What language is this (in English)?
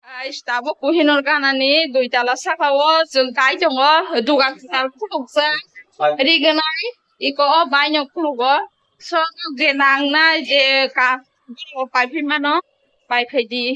Kok Borok